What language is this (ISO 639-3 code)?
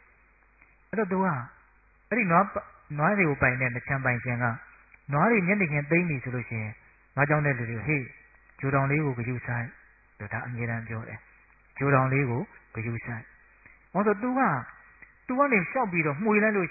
mya